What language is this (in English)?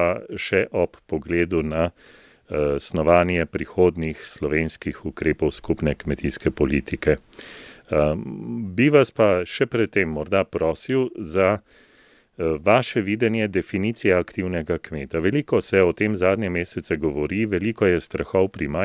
Slovenian